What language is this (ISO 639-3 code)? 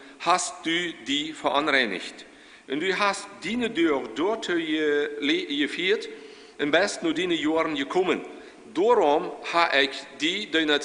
pdt